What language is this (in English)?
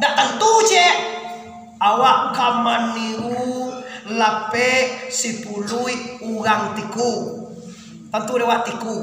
Minangkabau